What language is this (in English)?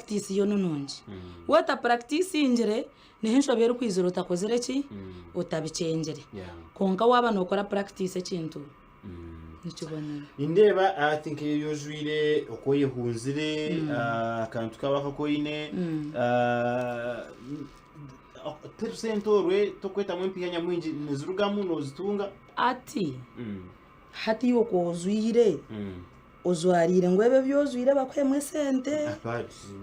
Nyankole